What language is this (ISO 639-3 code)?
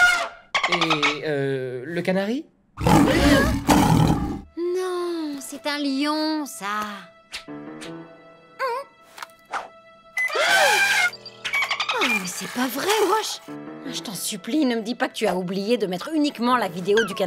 fra